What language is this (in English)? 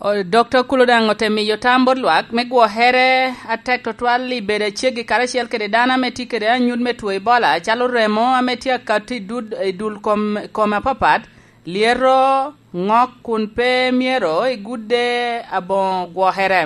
Lango (Uganda)